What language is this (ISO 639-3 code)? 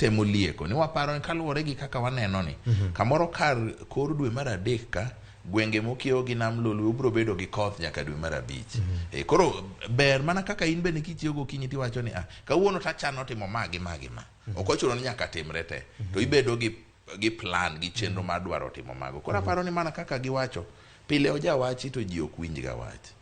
luo